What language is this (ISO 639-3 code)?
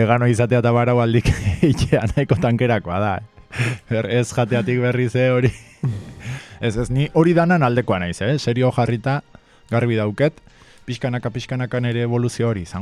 eus